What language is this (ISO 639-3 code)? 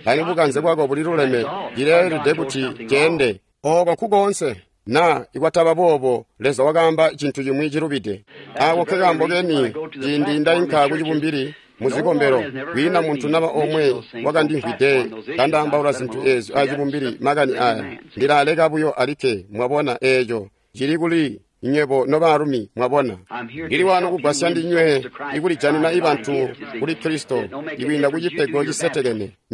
toi